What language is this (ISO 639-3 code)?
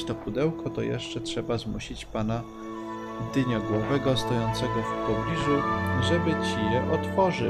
pol